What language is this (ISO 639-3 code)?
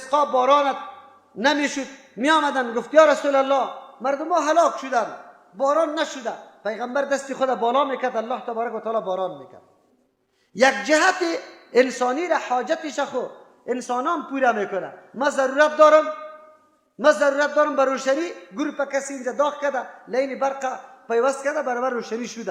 fas